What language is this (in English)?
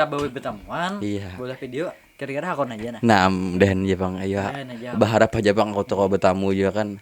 Banjar